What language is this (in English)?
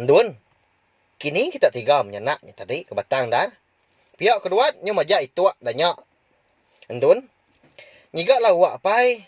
Iban